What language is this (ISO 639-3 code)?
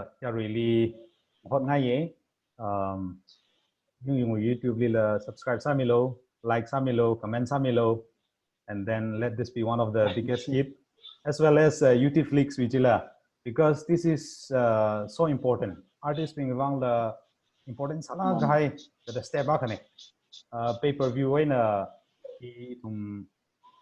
nmf